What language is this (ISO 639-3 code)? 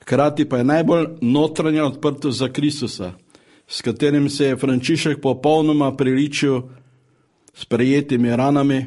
slv